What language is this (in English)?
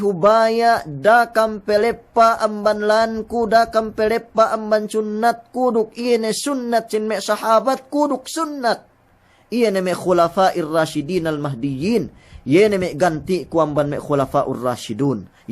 Yakan